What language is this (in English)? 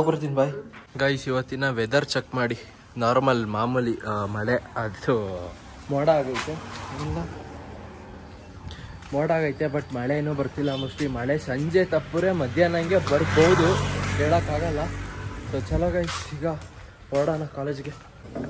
Kannada